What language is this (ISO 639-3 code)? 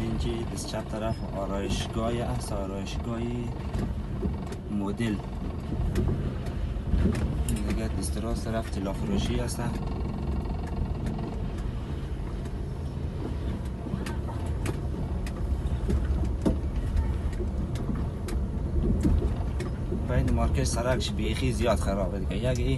fas